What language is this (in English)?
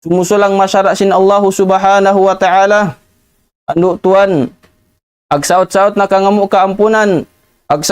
Tausug